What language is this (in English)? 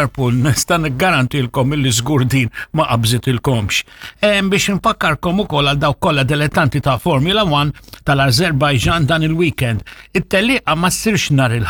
Maltese